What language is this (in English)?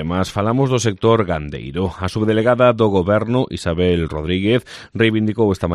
Galician